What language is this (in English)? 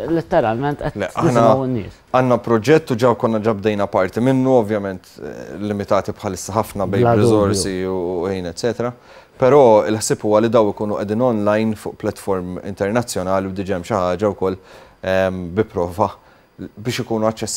Maltese